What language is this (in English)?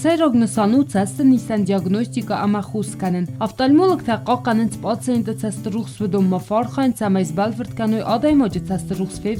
Ossetic